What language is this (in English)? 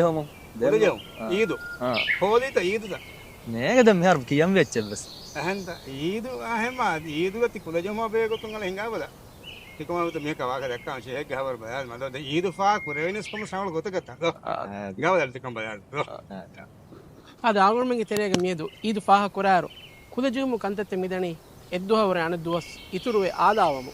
Divehi